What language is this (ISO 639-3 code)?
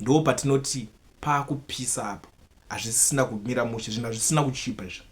sna